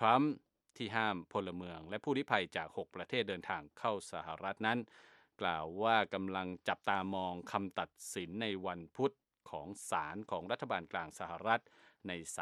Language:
Thai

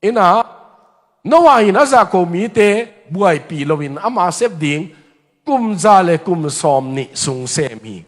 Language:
Tedim Chin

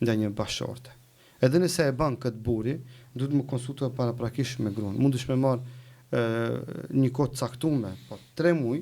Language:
Albanian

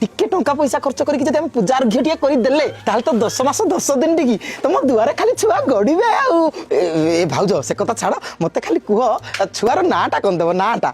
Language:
Odia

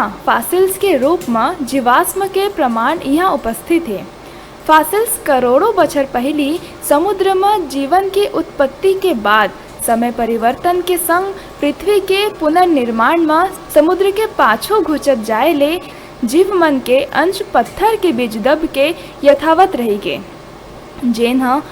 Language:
Chhattisgarhi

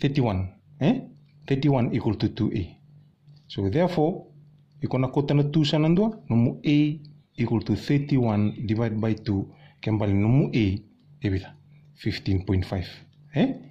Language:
Fijian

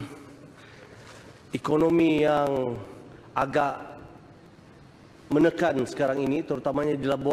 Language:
Malay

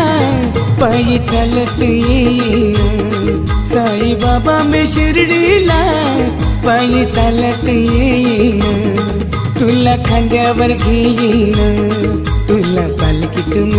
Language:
Marathi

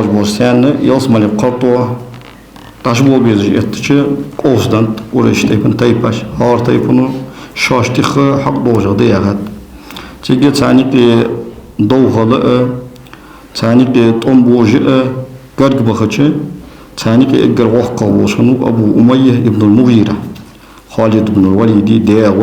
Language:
Ingush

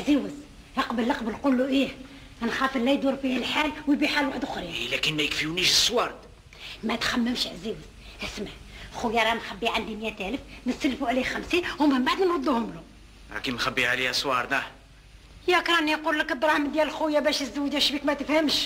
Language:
Algerian Arabic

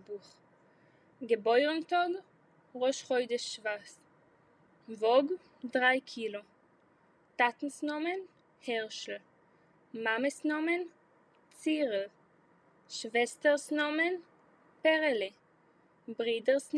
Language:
Yiddish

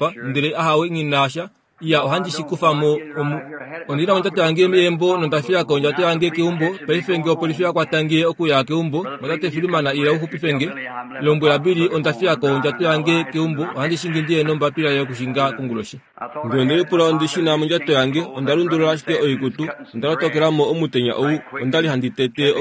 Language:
Kuanyama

